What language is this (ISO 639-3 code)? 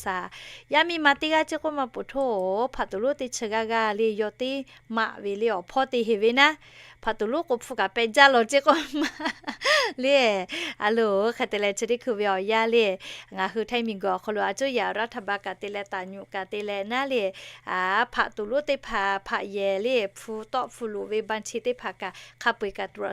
lhu